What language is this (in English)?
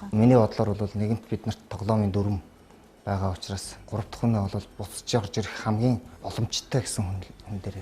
Mongolian